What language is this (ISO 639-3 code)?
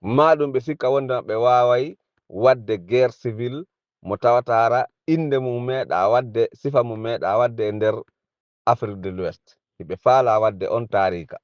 ful